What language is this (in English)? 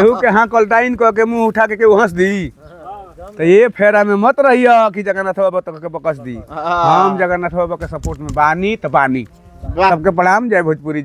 Bhojpuri